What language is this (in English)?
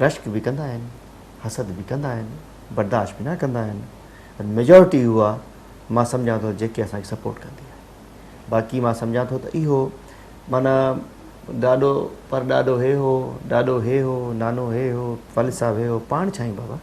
Sindhi